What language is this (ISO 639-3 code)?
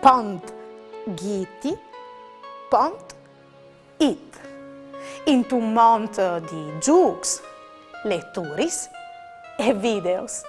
fur